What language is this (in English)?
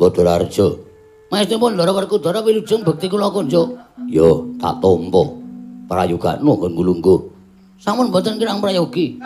Javanese